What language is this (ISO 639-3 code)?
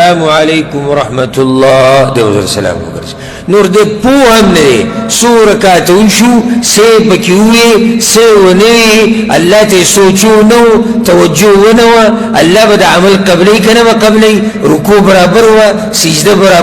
pus